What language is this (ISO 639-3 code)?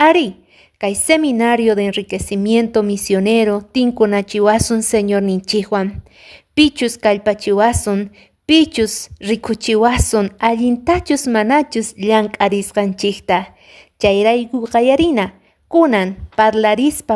que